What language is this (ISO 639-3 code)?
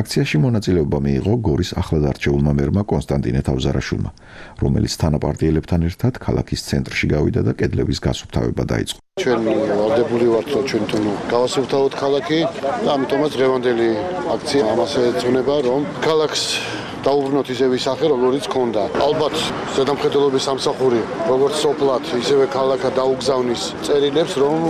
kat